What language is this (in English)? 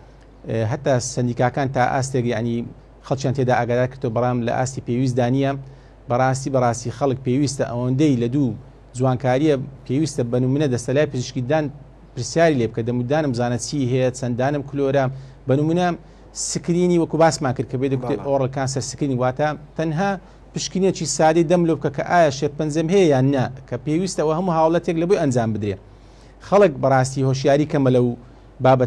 Central Kurdish